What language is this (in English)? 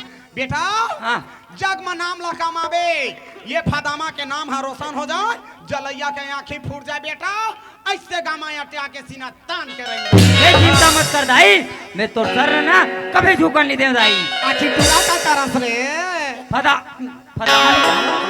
Chhattisgarhi